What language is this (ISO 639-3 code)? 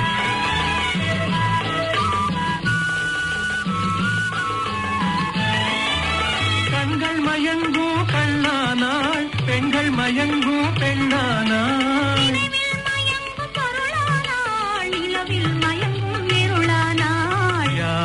tam